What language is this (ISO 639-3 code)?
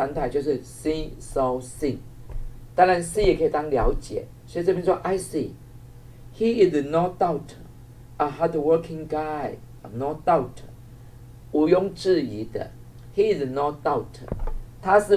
zho